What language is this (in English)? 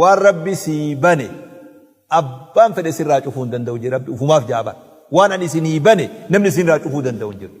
Oromo